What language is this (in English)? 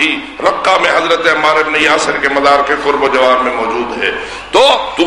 Urdu